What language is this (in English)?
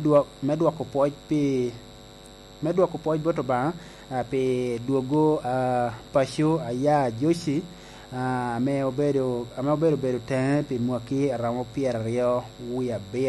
Lango (Uganda)